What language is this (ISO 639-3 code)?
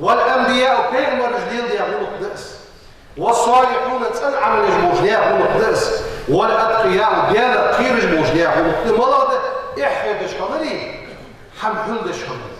inh